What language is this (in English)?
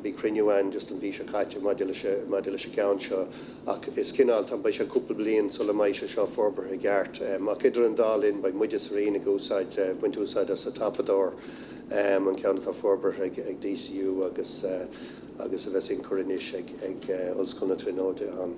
Irish